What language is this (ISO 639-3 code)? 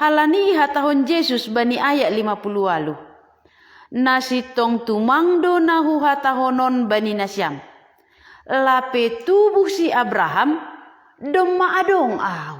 bts